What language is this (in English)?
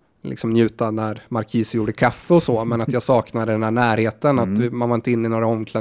Swedish